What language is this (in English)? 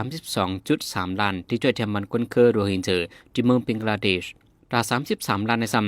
Shan